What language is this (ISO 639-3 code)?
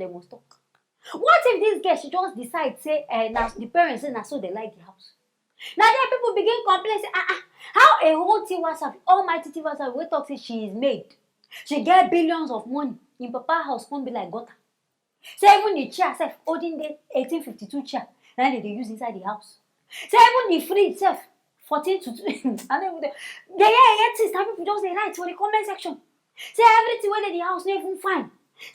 pcm